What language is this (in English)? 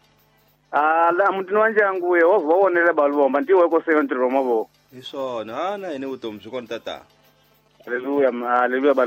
Tsonga